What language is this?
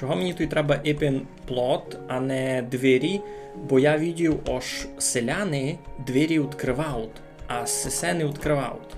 Rusyn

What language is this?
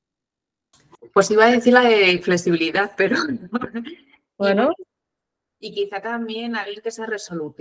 Spanish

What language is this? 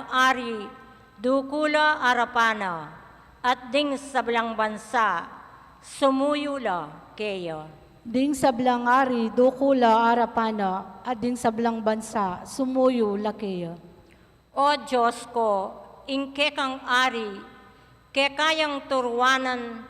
Pampanga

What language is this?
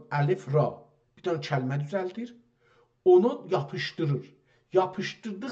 South Azerbaijani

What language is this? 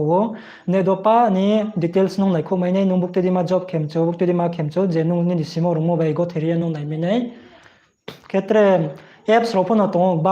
Riang (India)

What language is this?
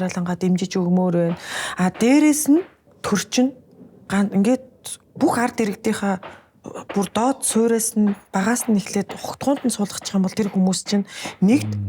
Mongolian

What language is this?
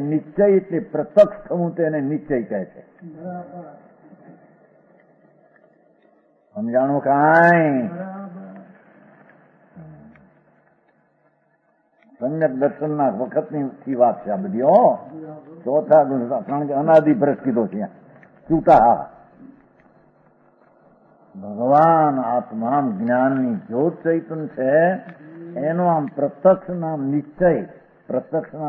Gujarati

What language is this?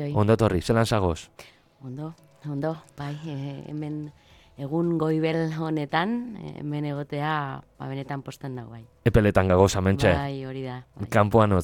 Basque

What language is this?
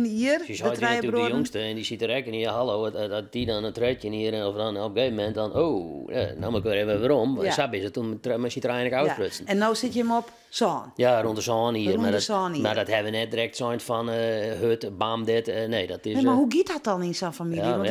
Western Frisian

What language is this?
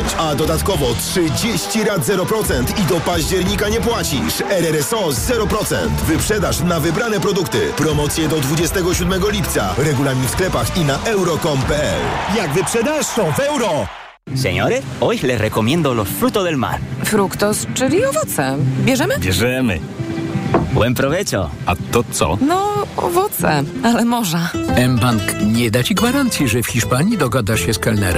Polish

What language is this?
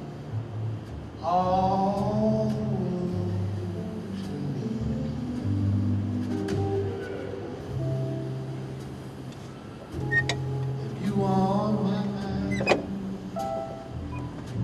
English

